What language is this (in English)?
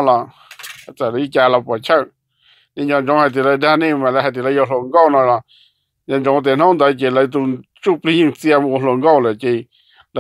Hmong